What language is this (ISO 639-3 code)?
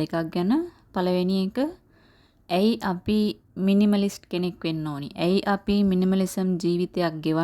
sin